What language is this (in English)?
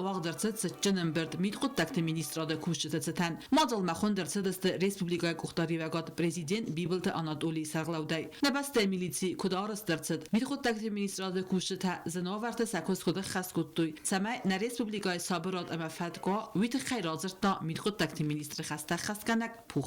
Ossetic